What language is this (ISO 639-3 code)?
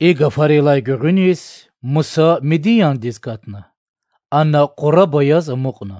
lez